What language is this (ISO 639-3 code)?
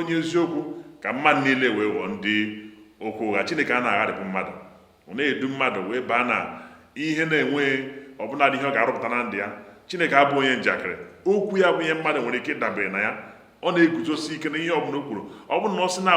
ibo